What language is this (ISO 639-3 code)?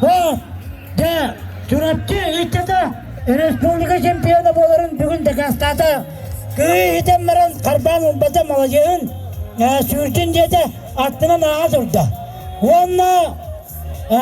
sah